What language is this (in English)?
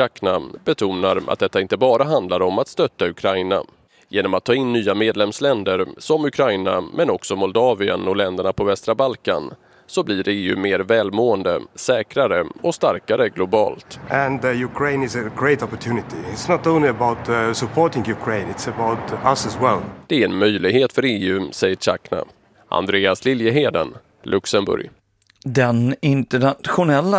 Swedish